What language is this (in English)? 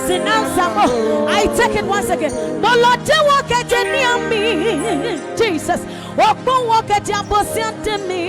Adangme